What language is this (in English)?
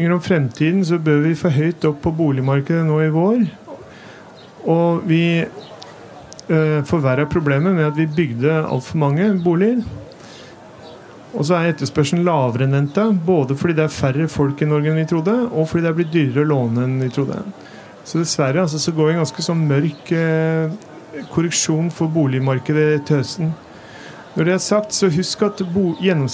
Norwegian